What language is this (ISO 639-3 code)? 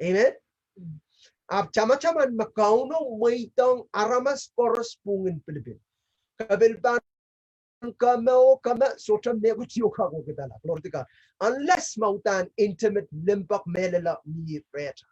pon